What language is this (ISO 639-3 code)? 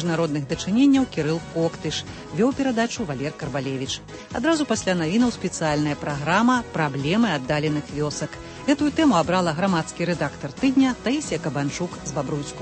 bel